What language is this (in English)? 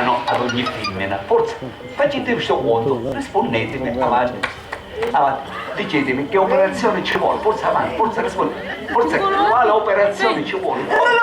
Sicilian